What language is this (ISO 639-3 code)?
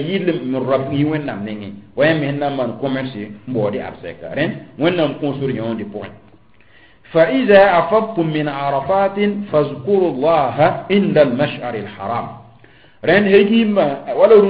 mos